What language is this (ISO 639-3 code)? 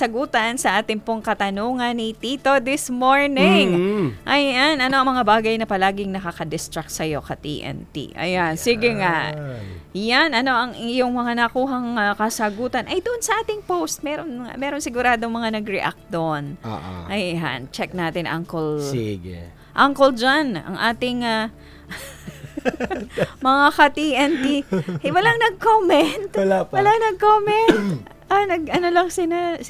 fil